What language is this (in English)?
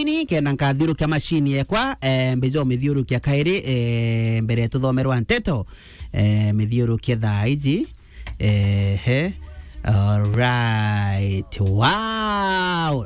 Meru